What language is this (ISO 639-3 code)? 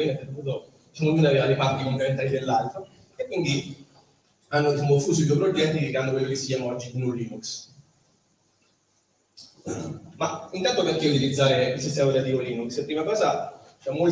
ita